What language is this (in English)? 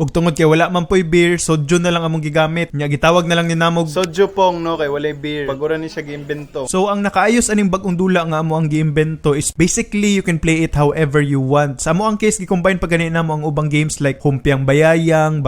Cebuano